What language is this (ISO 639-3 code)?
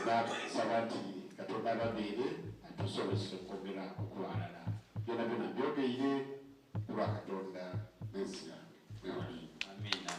xog